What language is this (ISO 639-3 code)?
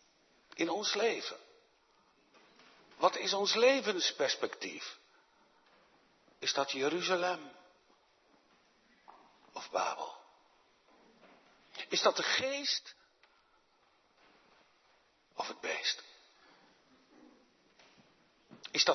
nld